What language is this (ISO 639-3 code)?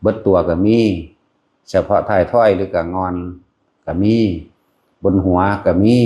tts